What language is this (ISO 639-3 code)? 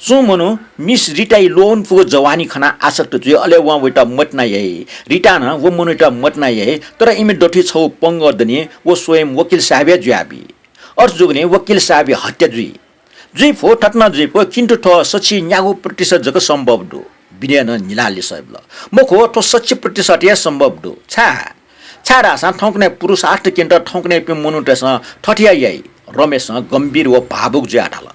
new